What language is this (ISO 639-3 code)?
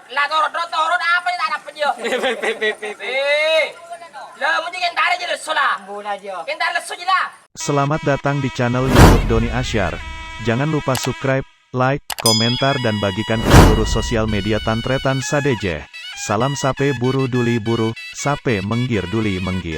mad